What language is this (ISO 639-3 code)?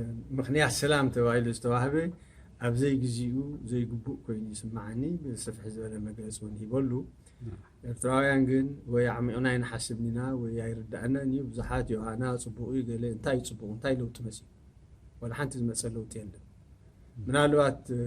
tir